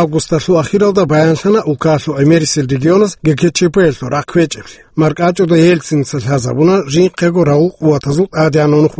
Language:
Avaric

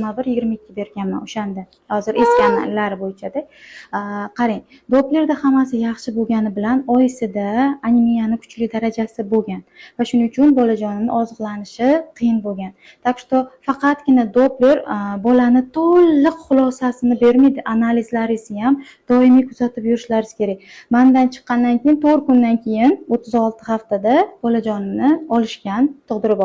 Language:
Uzbek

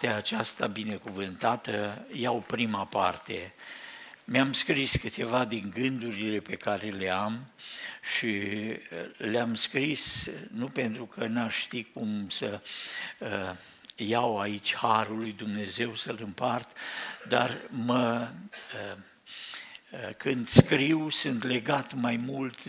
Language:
Romanian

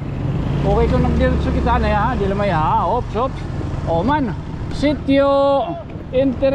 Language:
Waray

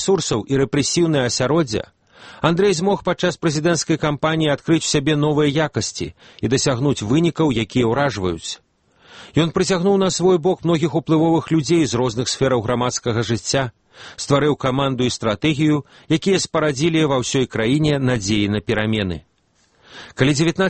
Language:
Belarusian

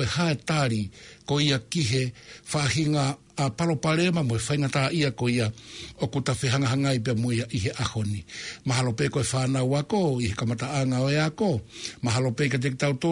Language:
Tongan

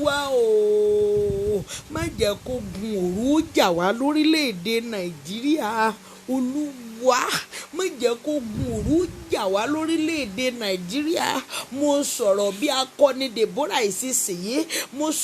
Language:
Yoruba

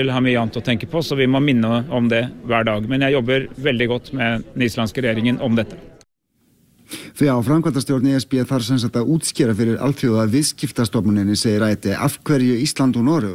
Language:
Icelandic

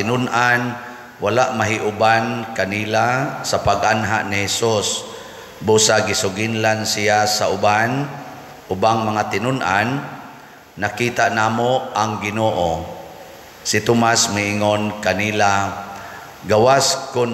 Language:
Cebuano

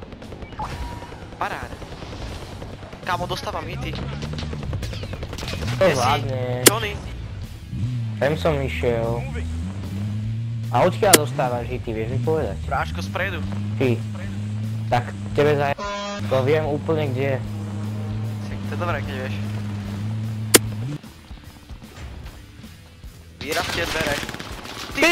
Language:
Slovak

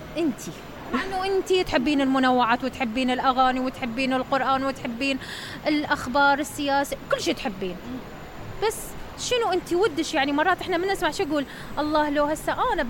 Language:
Mesopotamian Arabic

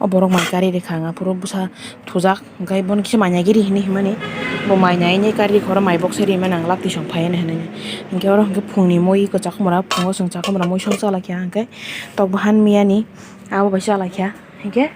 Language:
Kok Borok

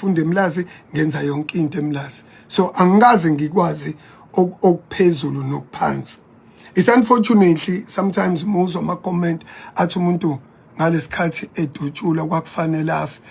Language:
Zulu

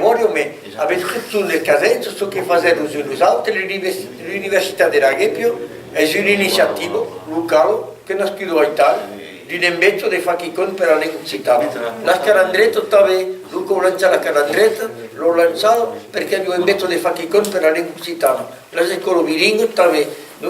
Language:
Occitan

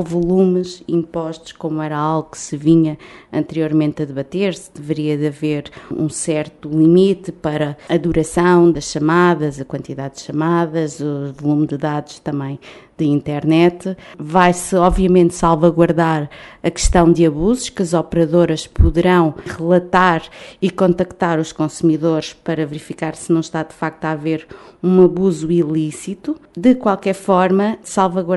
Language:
Portuguese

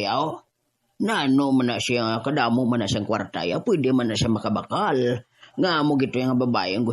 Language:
Hiligaynon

